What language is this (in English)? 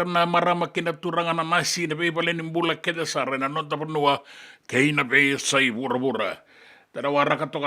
Fijian